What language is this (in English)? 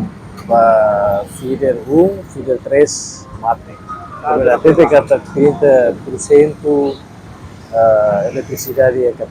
Tetum